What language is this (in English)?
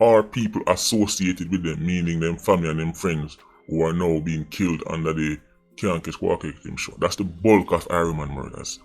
Jamaican Creole English